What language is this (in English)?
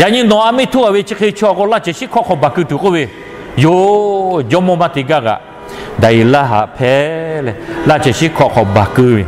Lahu